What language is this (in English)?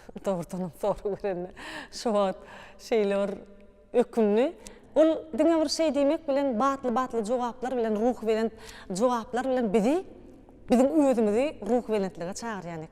Turkmen